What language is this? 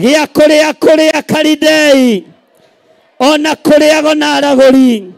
Kikuyu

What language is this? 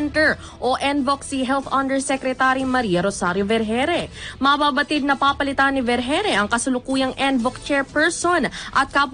Filipino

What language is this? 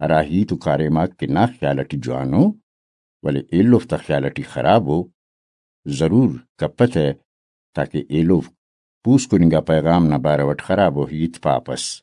Brahui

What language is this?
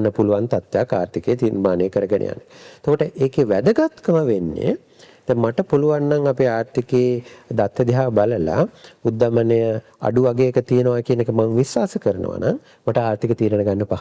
Sinhala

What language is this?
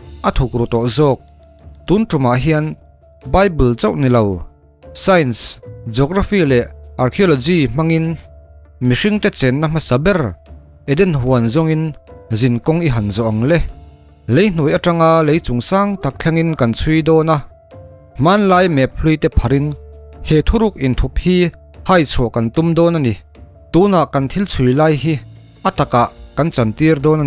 Mizo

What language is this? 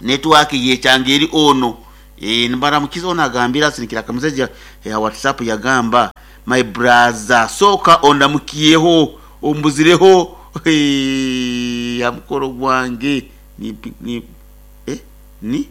Nyoro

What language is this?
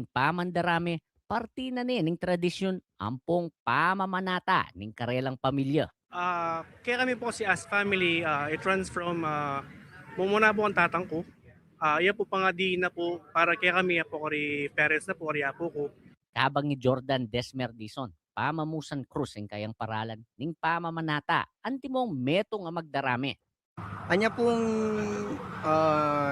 Pampanga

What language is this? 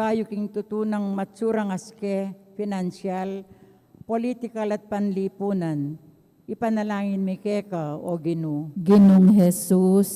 Pampanga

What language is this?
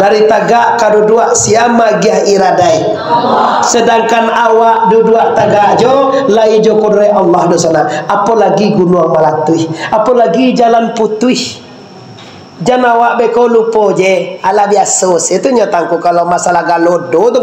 Minangkabau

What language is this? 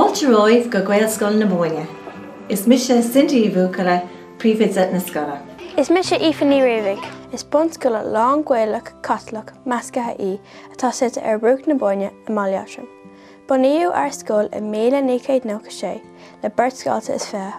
Irish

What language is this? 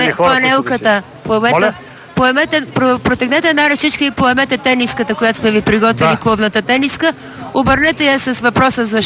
Bulgarian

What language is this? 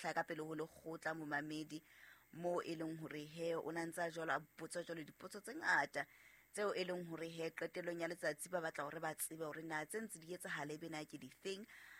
Southern Sotho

